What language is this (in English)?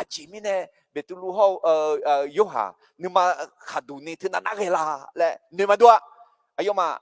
Akha